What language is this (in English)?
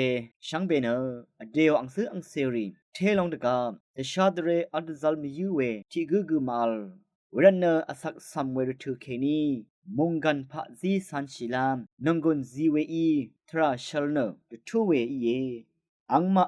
Rawang